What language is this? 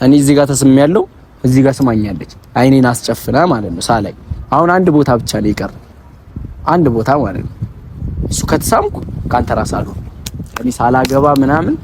Amharic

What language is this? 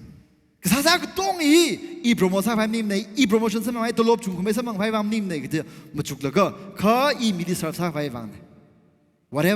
Tangkhul Naga (India)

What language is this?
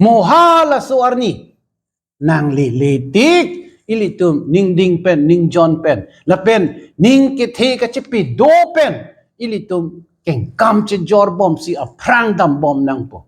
Karbi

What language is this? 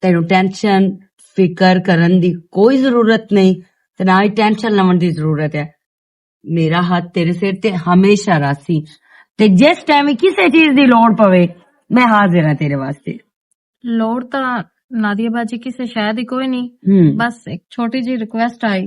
Western Panjabi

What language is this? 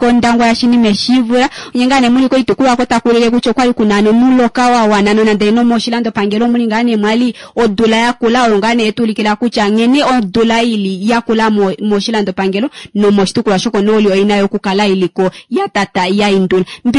Kuanyama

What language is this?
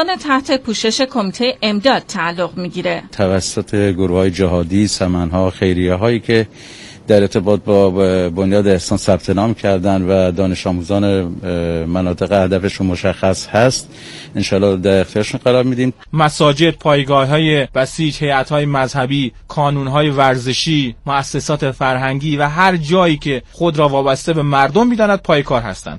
Persian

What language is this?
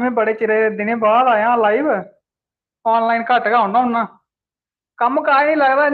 Dogri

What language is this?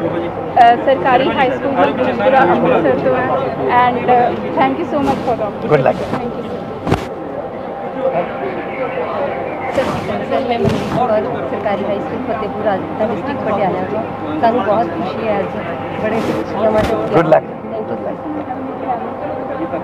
Punjabi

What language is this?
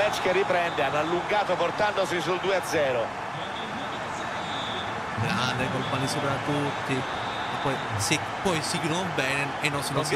Italian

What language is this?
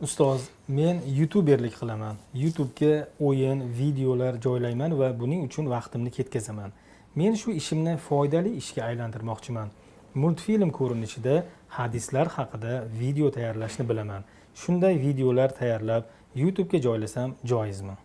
Uzbek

